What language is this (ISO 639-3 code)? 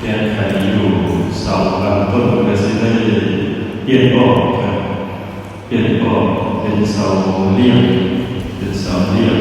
tts